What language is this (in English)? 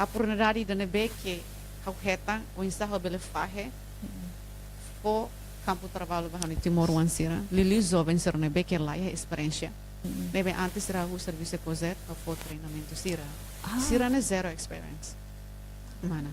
Tetum